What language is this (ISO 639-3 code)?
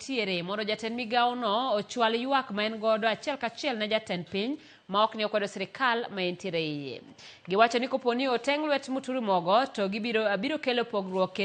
luo